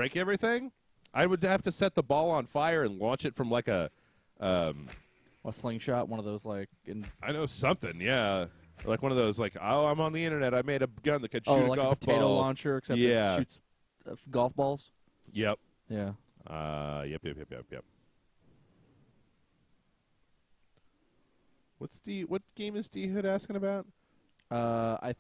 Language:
English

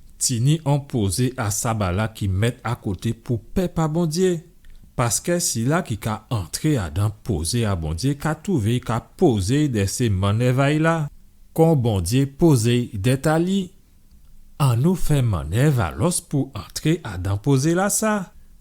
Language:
Guadeloupean Creole French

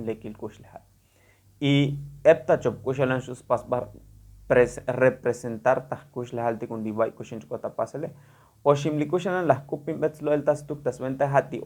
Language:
Tzotzil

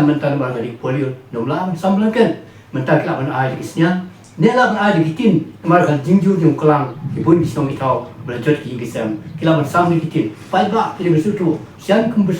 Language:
Khasi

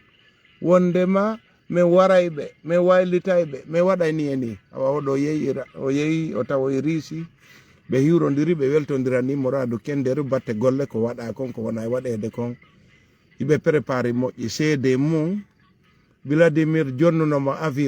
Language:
Fula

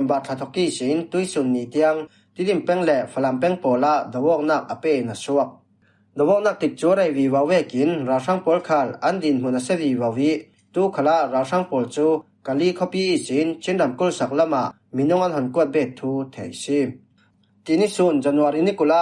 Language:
Falam Chin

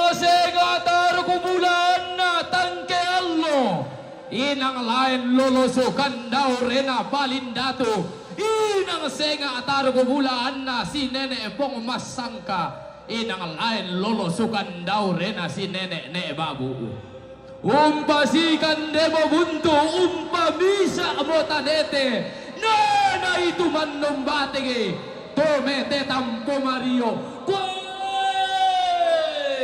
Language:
Toraja-Sa'dan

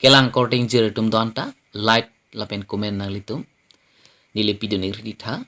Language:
Karbi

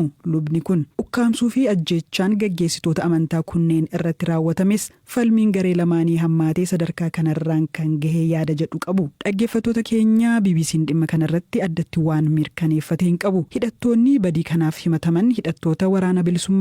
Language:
Oromo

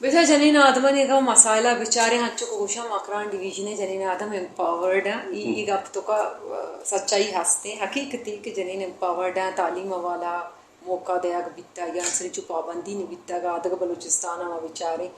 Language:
Brahui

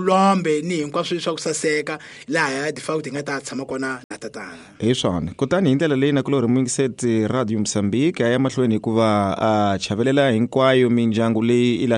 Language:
Tsonga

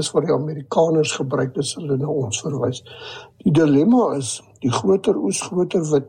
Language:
Afrikaans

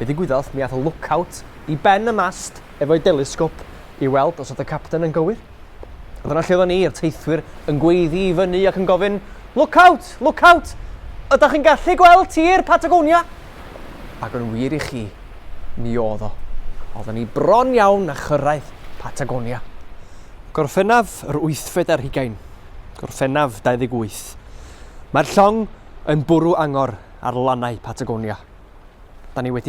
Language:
Welsh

